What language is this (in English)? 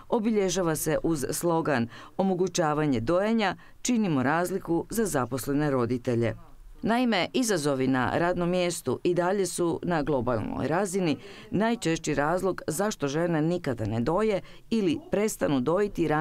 Croatian